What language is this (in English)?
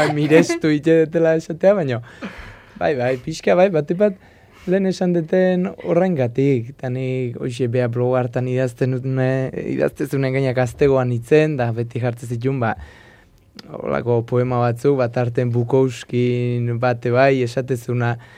Basque